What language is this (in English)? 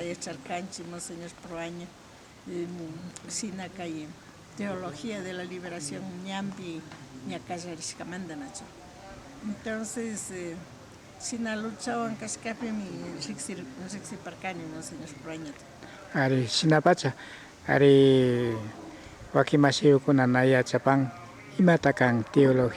Imbabura Highland Quichua